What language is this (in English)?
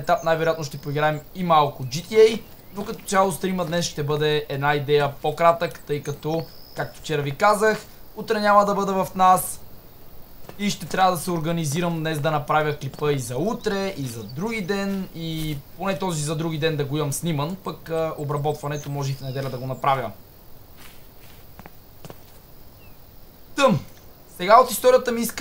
Bulgarian